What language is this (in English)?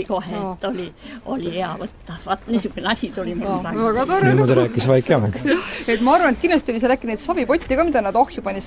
Estonian